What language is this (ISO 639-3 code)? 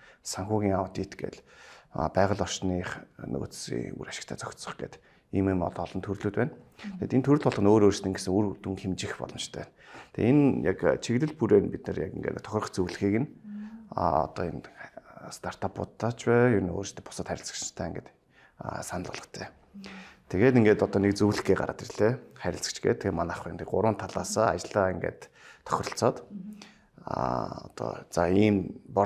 mon